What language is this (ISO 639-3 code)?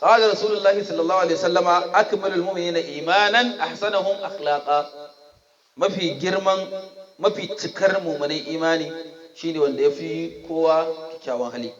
hau